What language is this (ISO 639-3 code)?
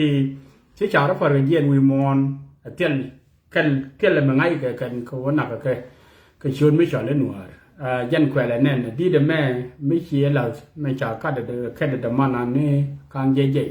nus